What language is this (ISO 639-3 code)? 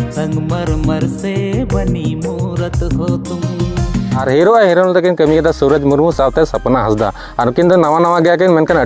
sat